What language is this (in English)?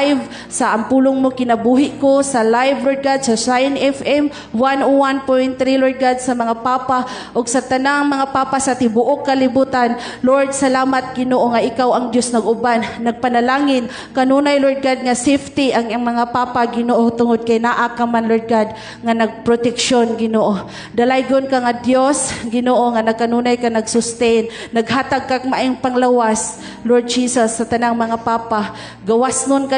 Cebuano